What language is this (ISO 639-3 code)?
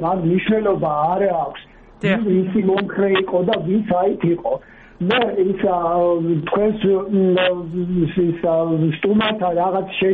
kat